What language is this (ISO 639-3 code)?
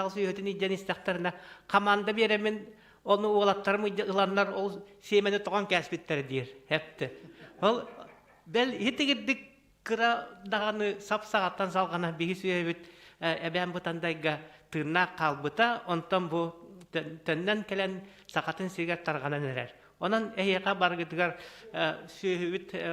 sah